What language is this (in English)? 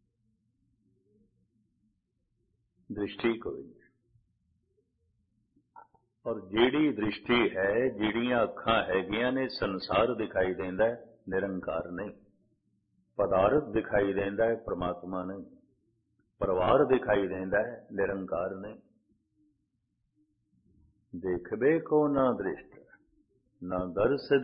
Punjabi